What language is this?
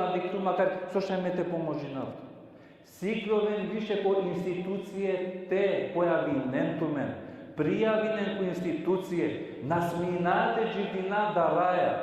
Balkan Romani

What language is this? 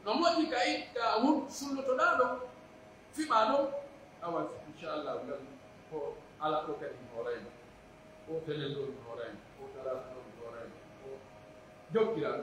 Pular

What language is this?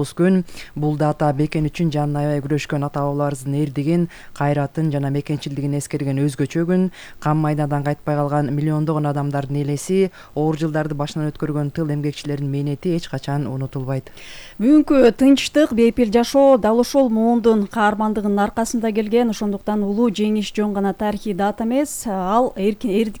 Kyrgyz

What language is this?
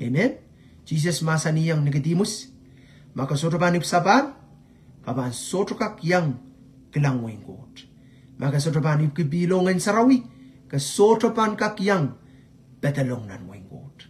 Pohnpeian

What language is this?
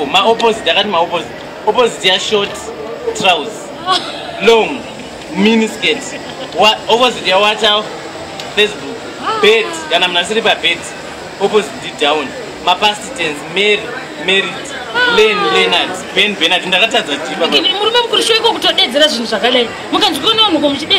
Shona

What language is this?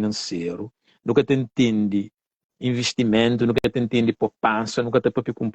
Kabuverdianu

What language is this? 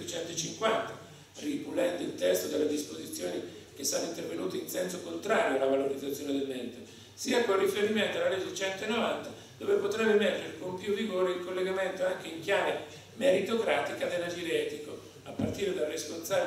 Italian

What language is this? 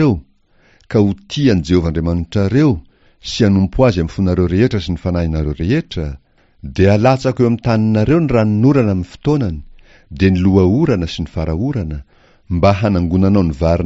Malagasy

